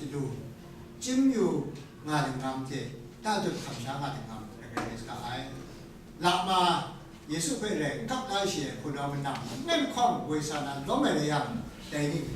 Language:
Kachin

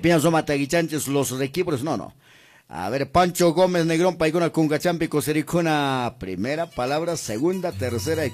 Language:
Quechua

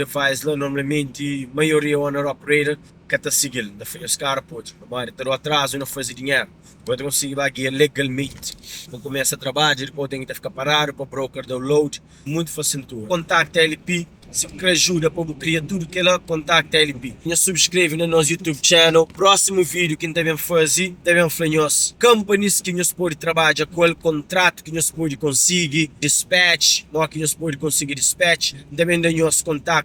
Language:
Kabuverdianu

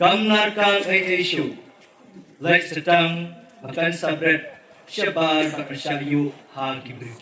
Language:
Khasi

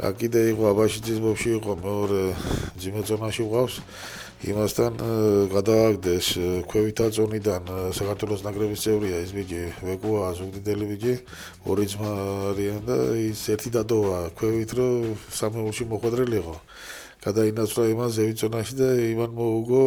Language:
Georgian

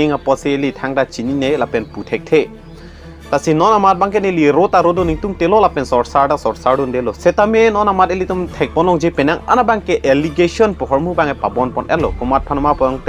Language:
Karbi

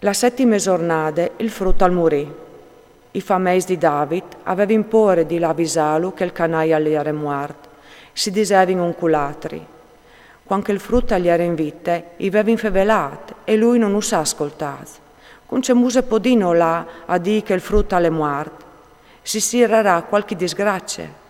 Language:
Friulian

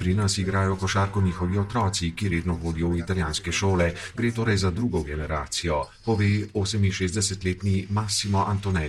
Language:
Slovenian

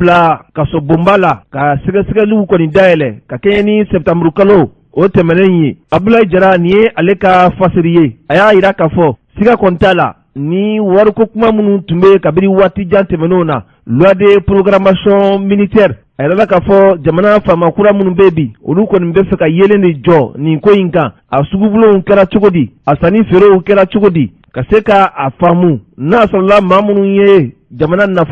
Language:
Bambara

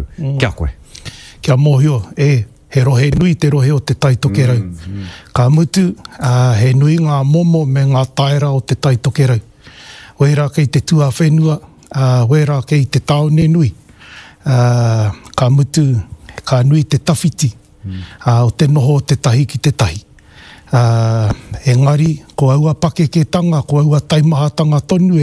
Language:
Māori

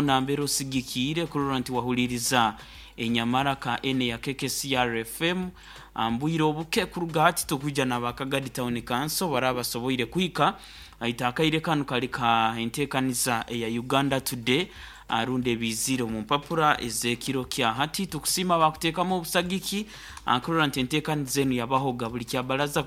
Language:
Nyoro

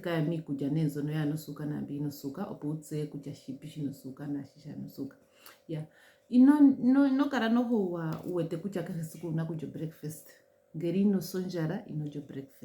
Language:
Ndonga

